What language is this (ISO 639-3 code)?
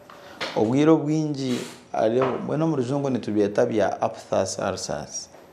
nyn